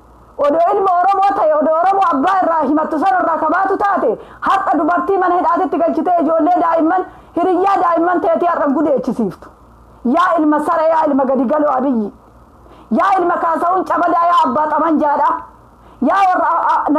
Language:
Oromo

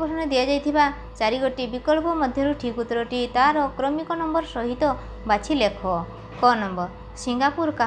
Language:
Odia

